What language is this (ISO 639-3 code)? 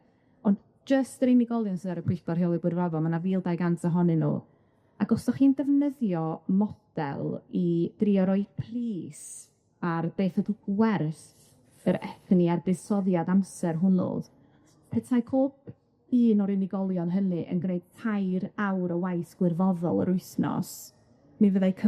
cym